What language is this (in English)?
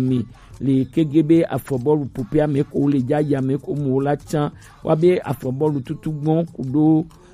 Gen